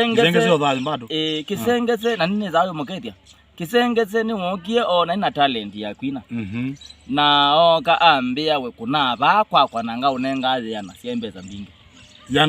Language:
Kamba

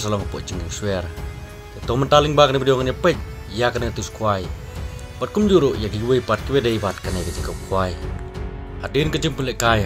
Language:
Khasi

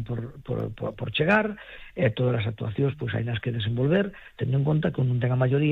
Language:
Galician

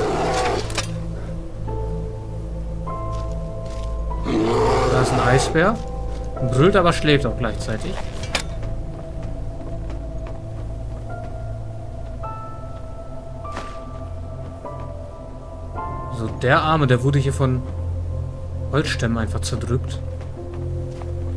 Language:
German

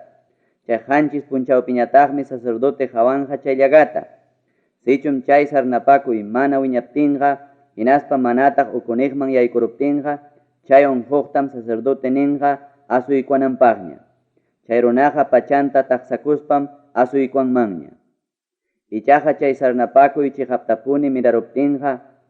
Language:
Ayacucho Quechua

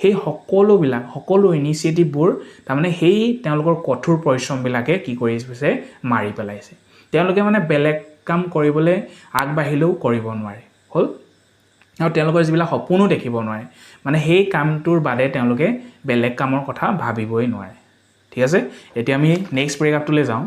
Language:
Assamese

